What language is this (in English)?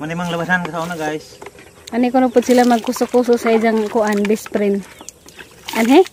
Cebuano